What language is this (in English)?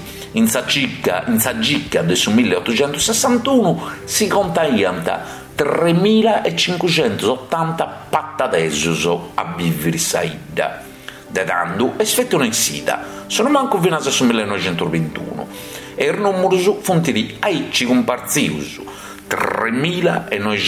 Sardinian